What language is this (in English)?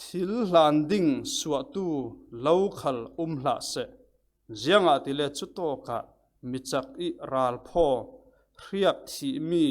Falam Chin